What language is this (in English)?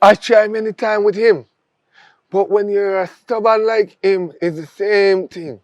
Jamaican Creole English